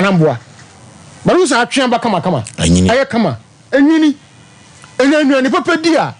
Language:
Akan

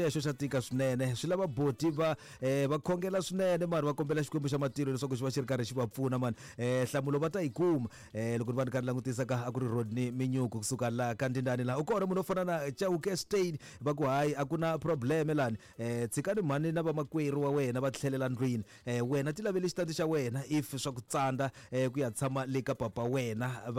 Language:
Tsonga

